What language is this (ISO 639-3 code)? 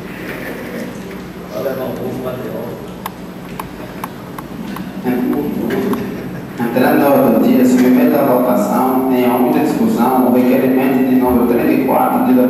por